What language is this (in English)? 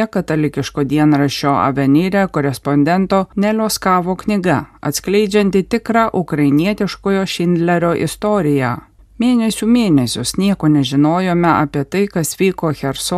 Lithuanian